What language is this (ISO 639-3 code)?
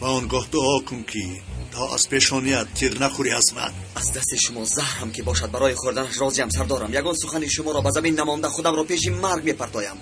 tgk